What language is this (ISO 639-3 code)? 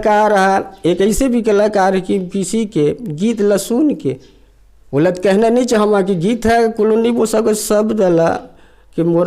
hne